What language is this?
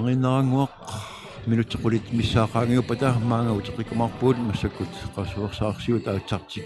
Kalaallisut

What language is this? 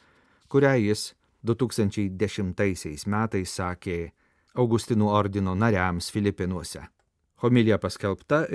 Lithuanian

